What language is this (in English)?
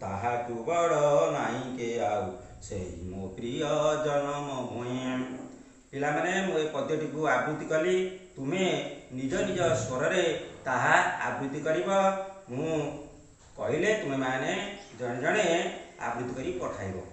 Odia